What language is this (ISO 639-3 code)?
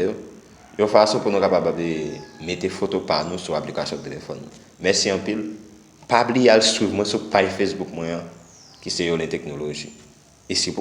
hat